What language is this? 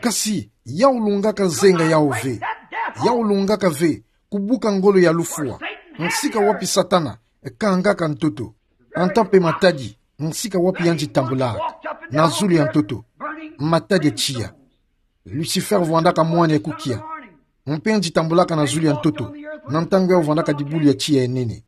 Kituba (Democratic Republic of Congo)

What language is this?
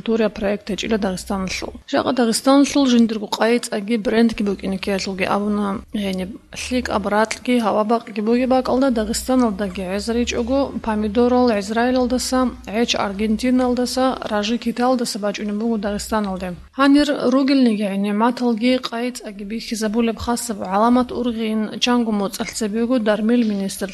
Avaric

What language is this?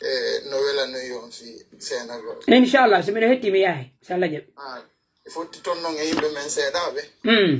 Pular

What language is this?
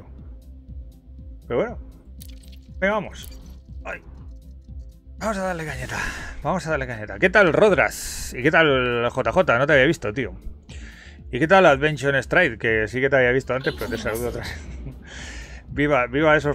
Spanish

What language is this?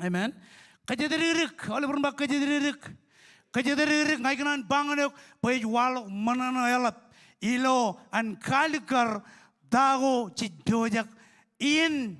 Marshallese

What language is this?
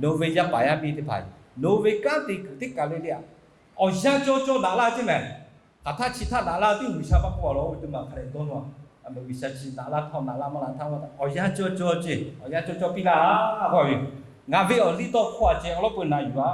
Lahu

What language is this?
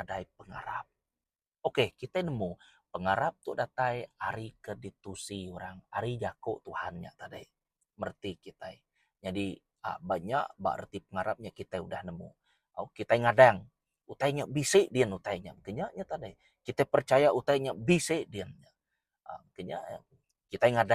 Iban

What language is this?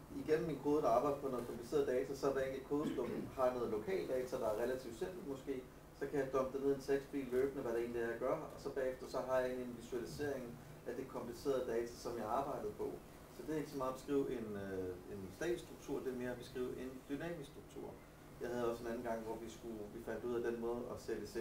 Danish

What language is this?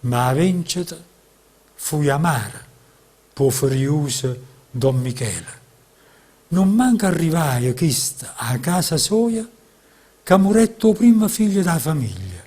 Neapolitan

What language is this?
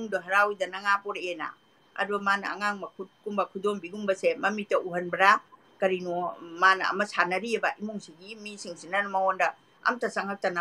Manipuri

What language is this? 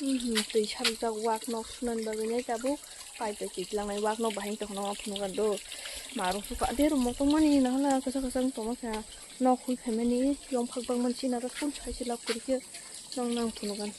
Kok Borok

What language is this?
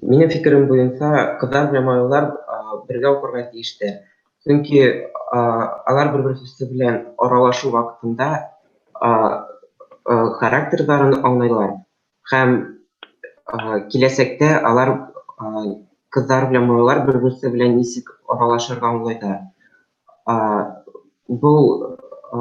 Bashkir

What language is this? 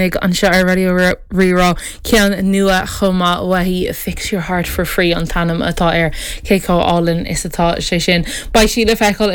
Irish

